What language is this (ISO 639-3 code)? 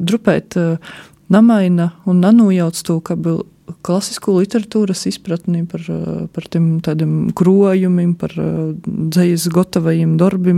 lav